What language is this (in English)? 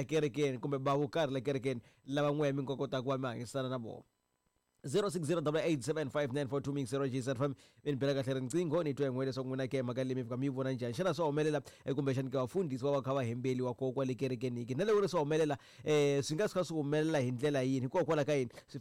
Tsonga